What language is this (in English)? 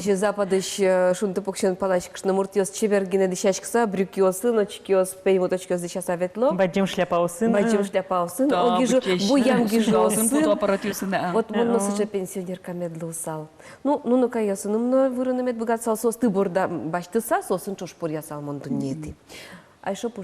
Udmurt